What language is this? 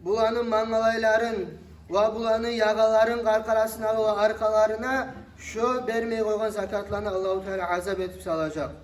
Kumyk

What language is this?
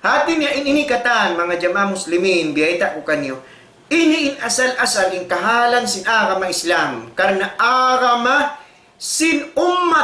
Tausug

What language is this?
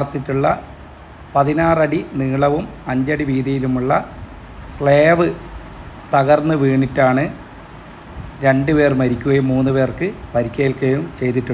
Malayalam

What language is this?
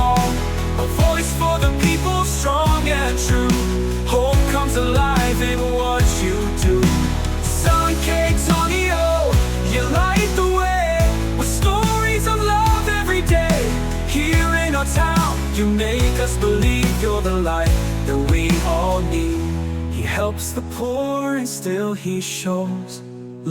Waray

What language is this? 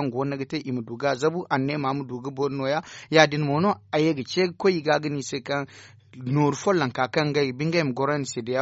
Zarma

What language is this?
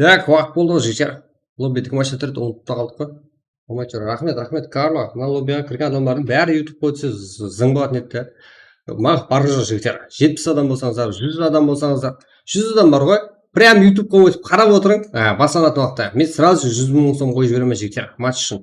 Kara-Kalpak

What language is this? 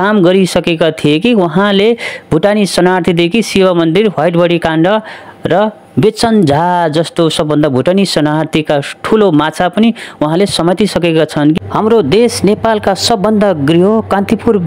Nepali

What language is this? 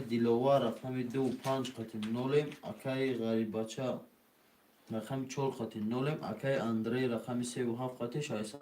Tajik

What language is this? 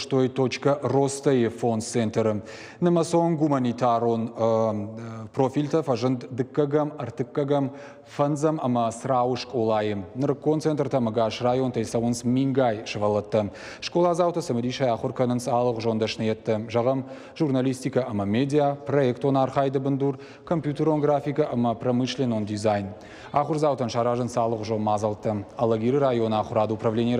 Ossetic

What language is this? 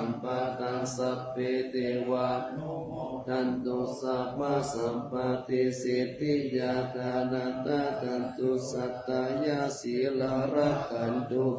Pali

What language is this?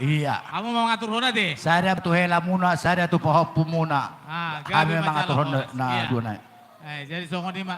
Batak Toba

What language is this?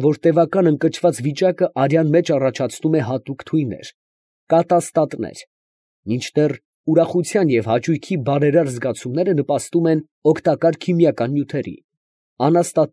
Armenian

